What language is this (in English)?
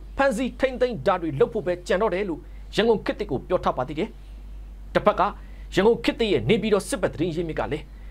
Burmese